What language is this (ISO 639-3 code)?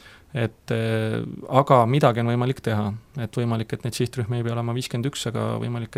est